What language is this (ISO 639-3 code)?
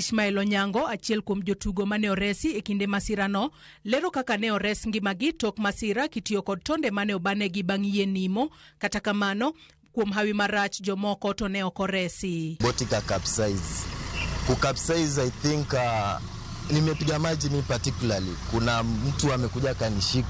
luo